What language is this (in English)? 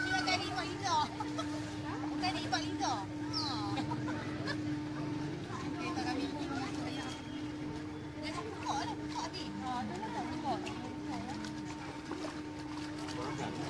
Malay